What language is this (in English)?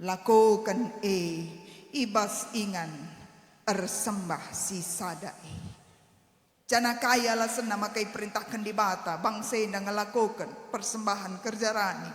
Batak Karo